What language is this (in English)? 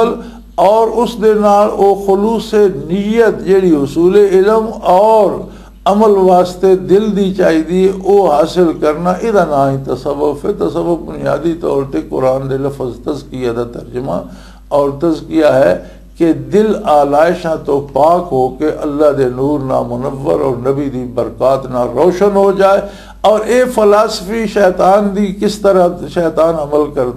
Western Panjabi